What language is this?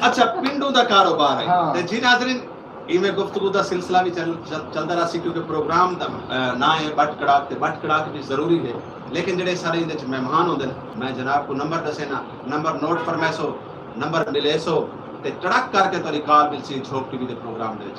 Saraiki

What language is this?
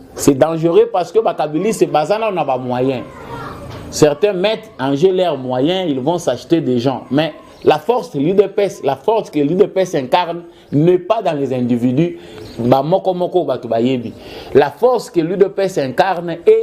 Lingala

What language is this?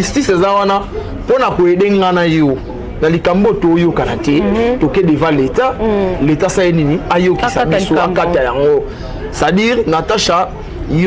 Lingala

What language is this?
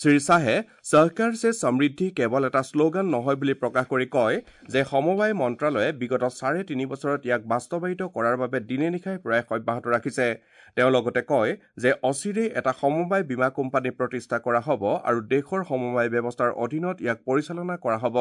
Assamese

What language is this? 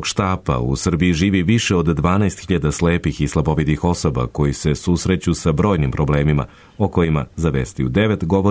Serbian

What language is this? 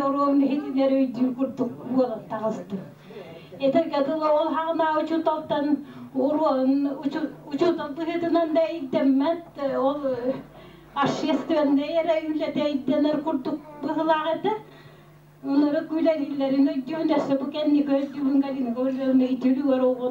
Yakut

